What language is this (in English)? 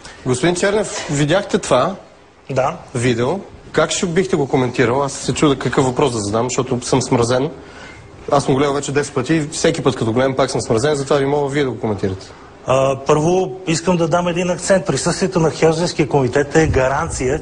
Bulgarian